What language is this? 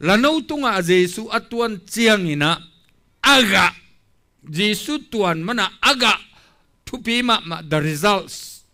Tedim Chin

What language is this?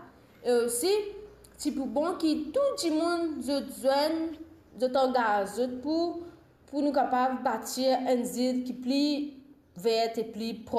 Morisyen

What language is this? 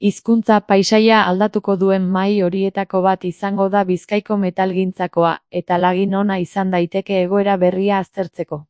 Basque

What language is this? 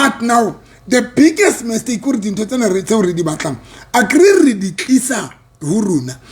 Southern Sotho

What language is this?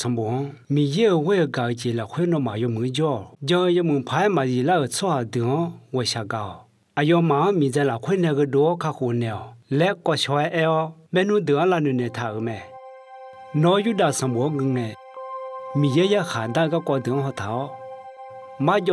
Akha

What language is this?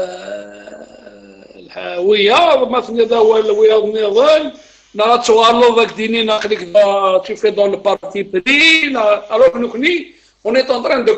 Kabyle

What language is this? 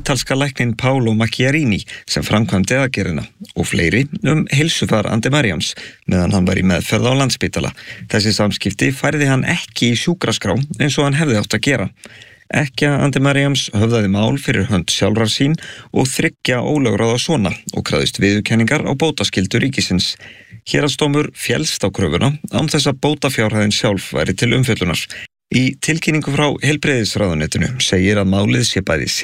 Icelandic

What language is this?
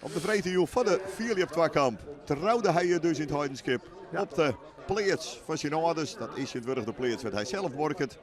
Western Frisian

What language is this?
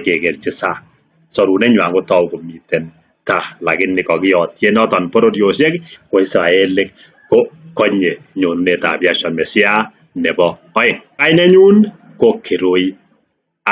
Kalenjin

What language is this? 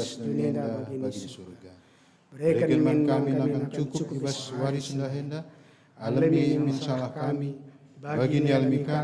Batak Karo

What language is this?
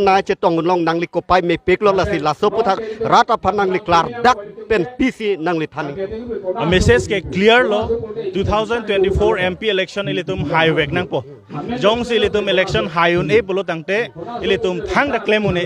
Karbi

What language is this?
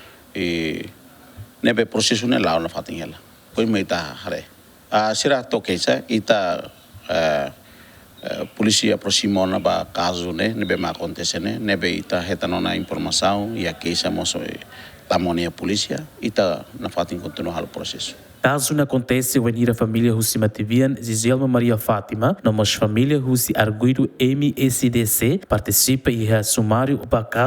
Tetum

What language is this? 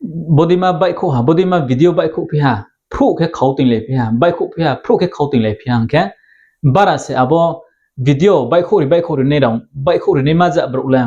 Riang (India)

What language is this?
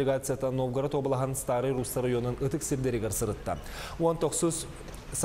Yakut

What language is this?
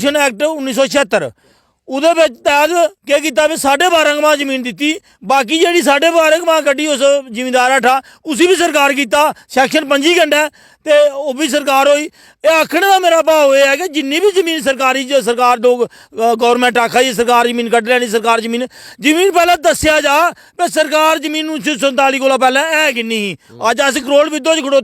Dogri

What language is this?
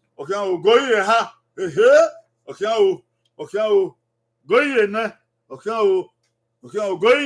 Bini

